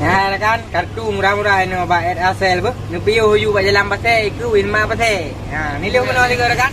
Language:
Achinese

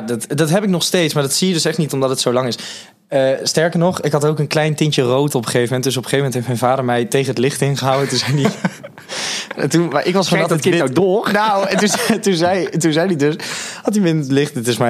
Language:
Dutch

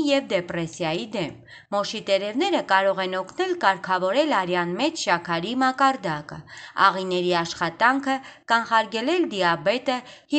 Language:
Armenian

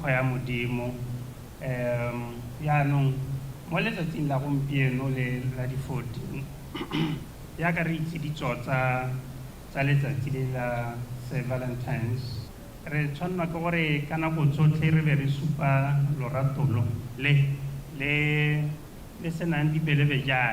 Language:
Tswana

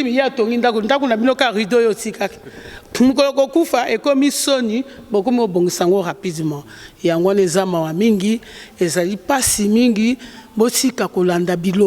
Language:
Lingala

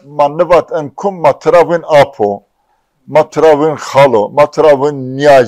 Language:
Zaza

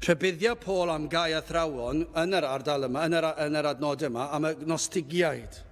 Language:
Welsh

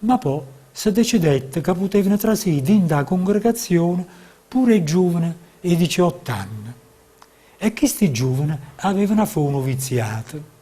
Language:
Neapolitan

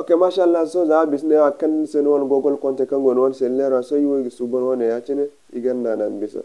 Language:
Zarma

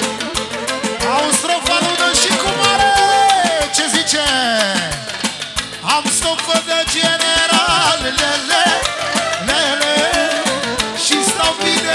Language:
Romanian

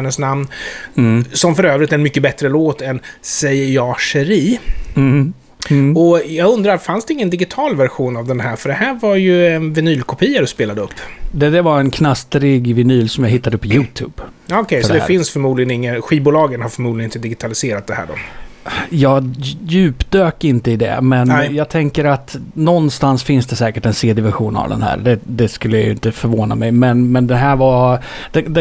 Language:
Swedish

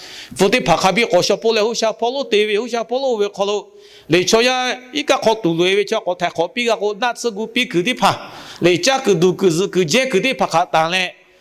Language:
Lahu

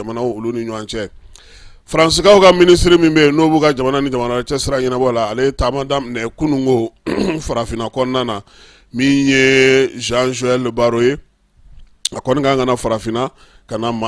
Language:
Bambara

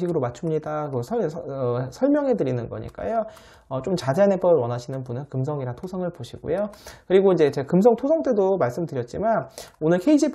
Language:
Korean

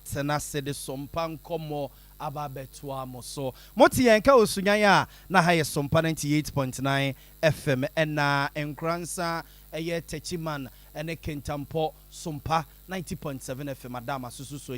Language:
Akan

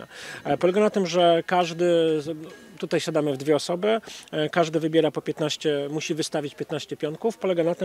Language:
Polish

